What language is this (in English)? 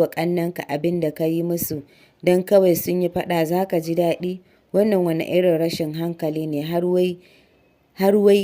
Hausa